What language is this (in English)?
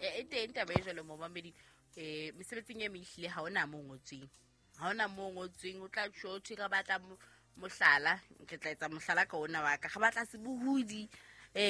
Southern Sotho